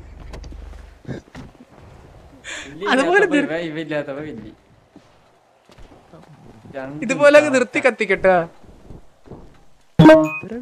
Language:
Malayalam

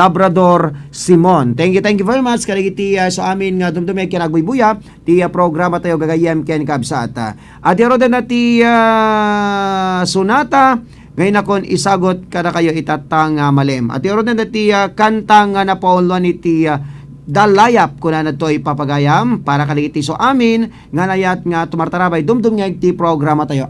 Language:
Iloko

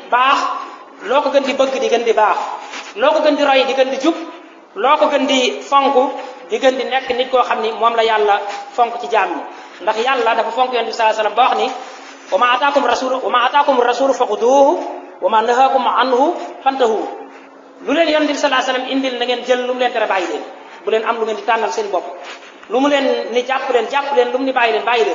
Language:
Wolof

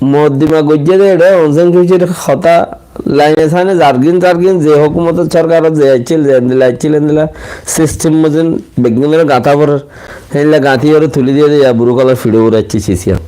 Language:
Rohingya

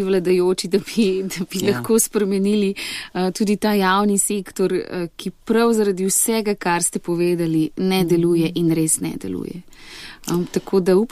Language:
Slovenian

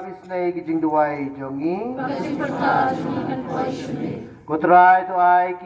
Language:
Khasi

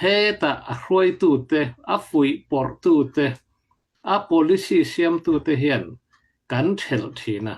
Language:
Hakha Chin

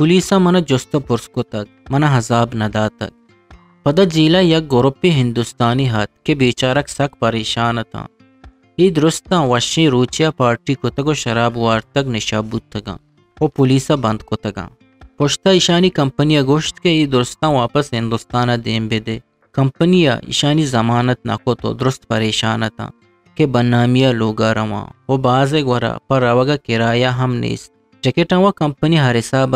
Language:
Eastern Balochi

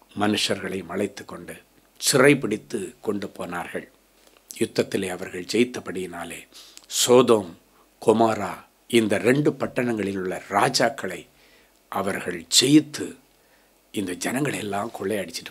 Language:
Tamil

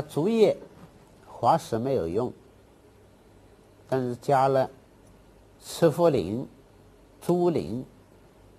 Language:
Chinese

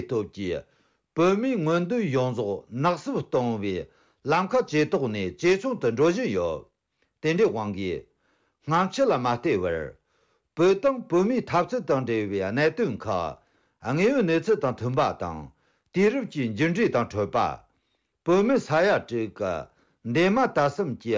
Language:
Tibetan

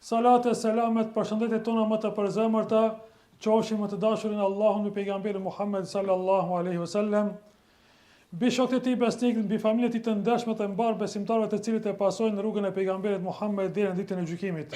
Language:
Albanian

